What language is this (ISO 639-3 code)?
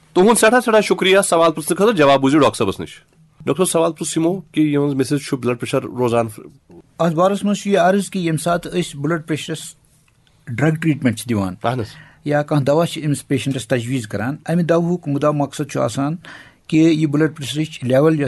kas